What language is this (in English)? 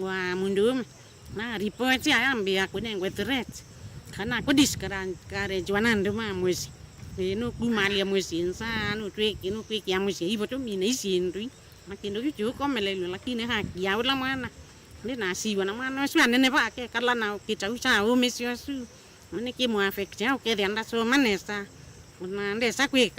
Kamba